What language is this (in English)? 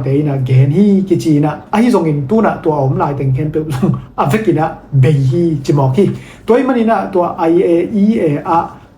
Tedim Chin